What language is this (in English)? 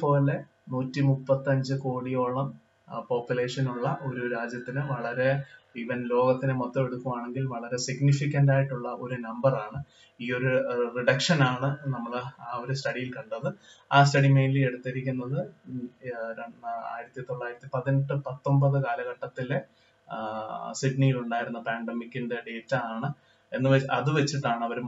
Malayalam